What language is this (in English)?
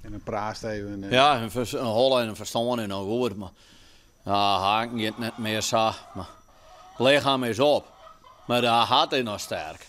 Western Frisian